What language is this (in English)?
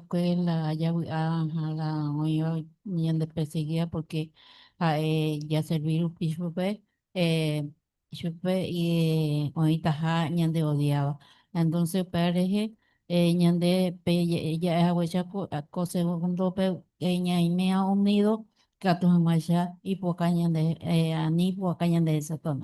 Guarani